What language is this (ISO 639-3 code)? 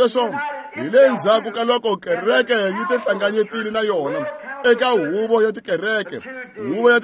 tso